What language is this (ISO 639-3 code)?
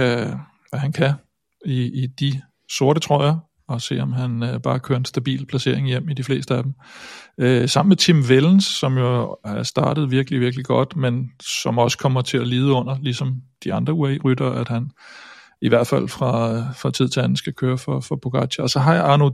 dan